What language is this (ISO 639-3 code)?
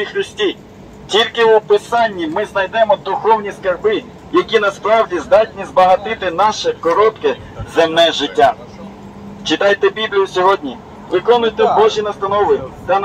ukr